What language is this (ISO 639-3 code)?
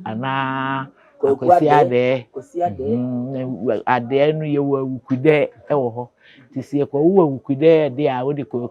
aka